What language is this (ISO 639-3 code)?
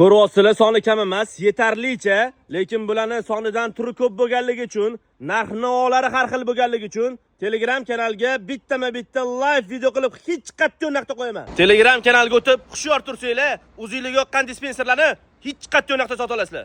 uzb